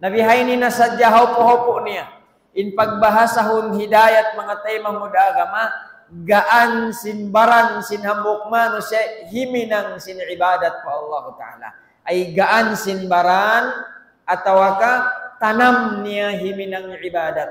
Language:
Tausug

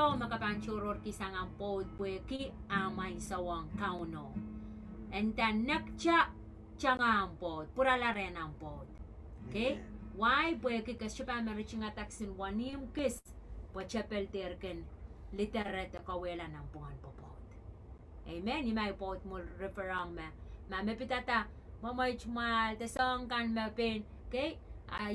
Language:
Pohnpeian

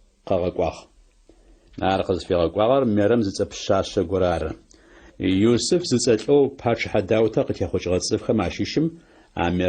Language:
Adyghe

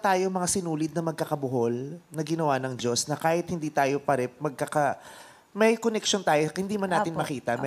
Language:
Filipino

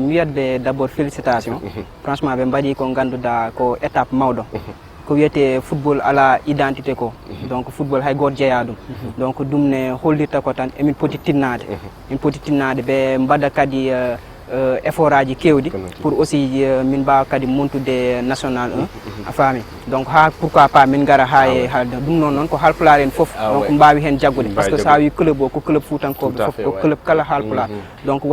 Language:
Fula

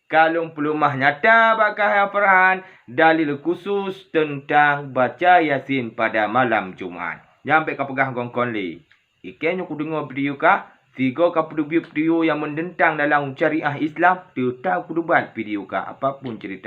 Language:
Achinese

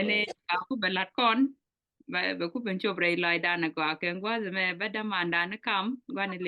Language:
Nuer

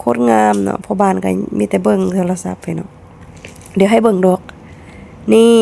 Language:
Lao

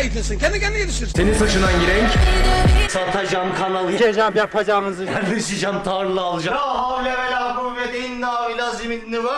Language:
Turkish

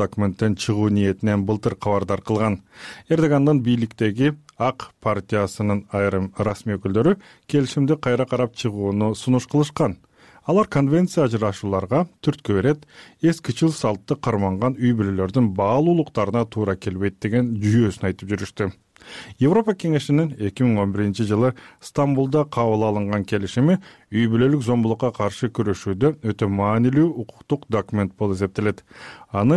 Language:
Kyrgyz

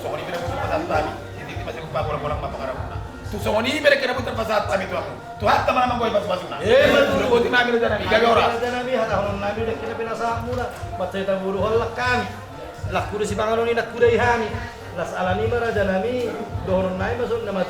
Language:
Batak Toba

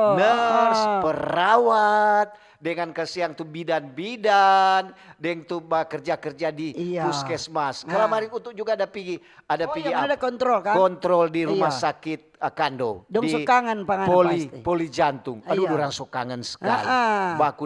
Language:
Manado Malay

